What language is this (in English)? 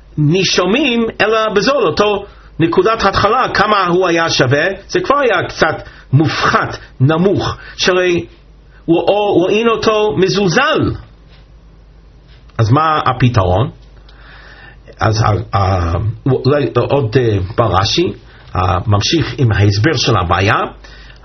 Hebrew